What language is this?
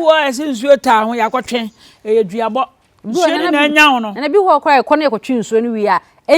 Akan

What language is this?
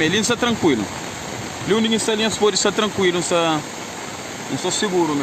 Kabuverdianu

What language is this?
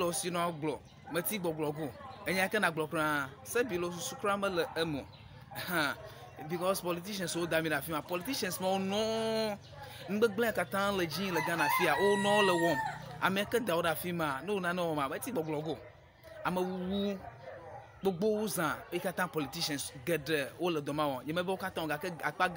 Ewe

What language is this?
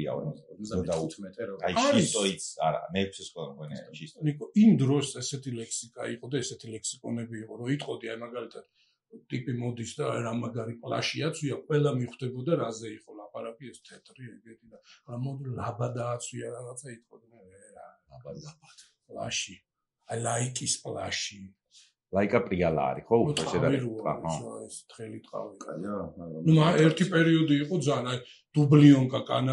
Georgian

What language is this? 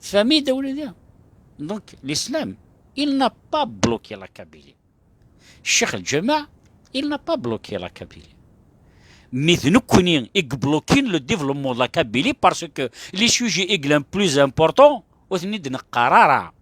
Kabyle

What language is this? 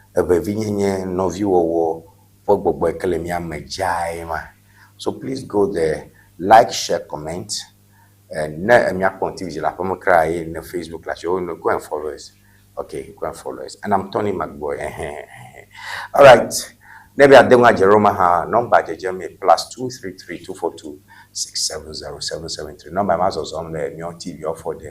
Ewe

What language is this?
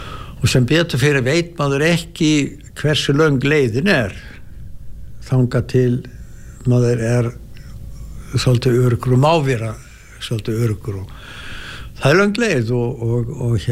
Icelandic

